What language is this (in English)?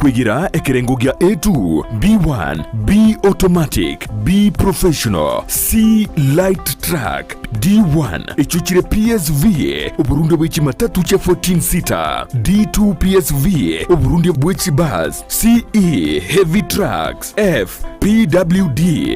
Gusii